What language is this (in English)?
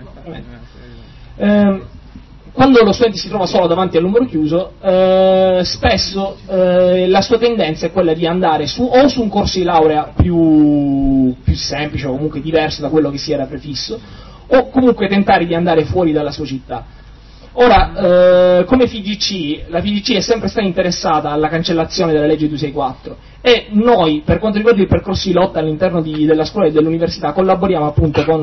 Italian